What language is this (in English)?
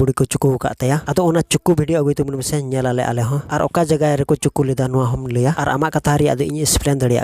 Santali